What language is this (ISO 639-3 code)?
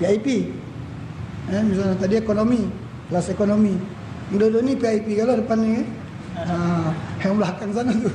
mui